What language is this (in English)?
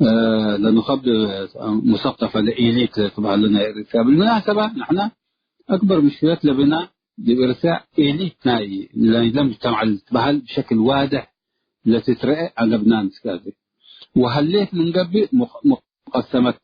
Tigre